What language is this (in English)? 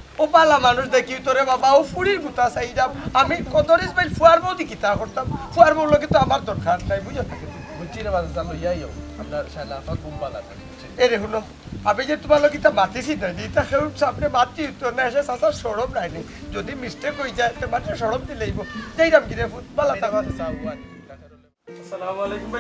Sylheti